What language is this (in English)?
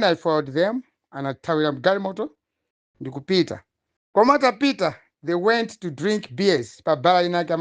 Nyanja